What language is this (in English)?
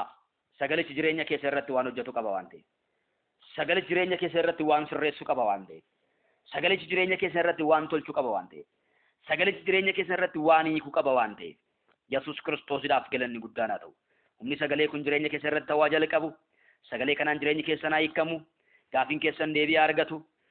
Oromo